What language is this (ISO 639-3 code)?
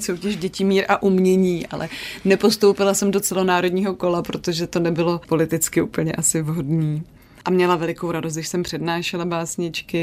ces